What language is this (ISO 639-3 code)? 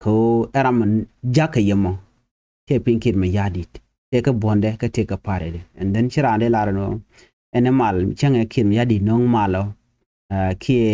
nus